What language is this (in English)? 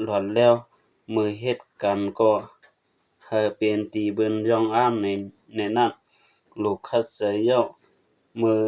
Shan